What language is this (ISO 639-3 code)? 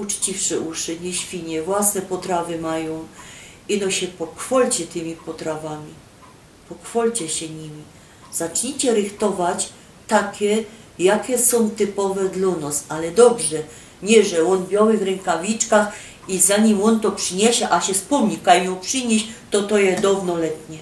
szl